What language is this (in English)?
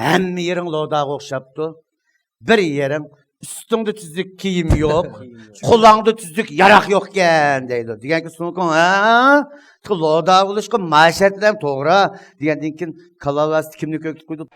Uyghur